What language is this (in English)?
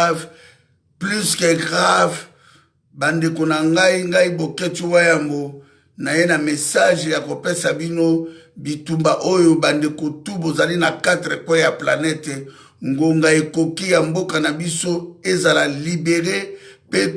Lingala